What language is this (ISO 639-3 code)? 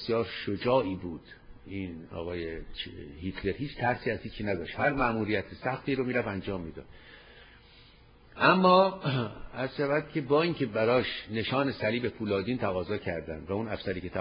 fas